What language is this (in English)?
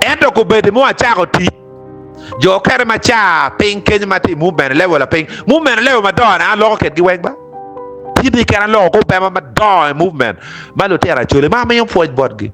Acoli